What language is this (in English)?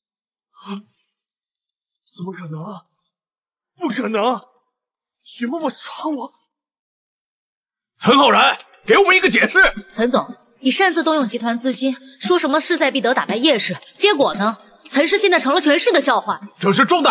Chinese